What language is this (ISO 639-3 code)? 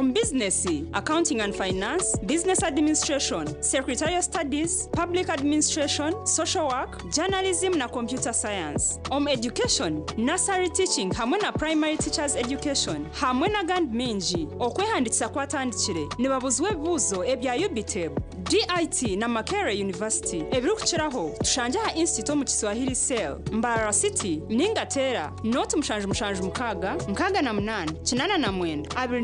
nyn